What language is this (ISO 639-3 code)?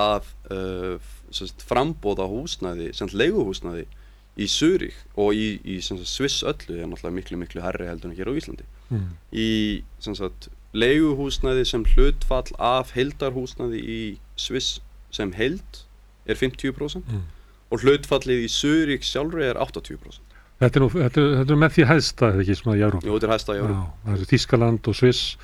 isl